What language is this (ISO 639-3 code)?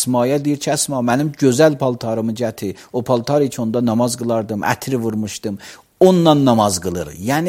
aze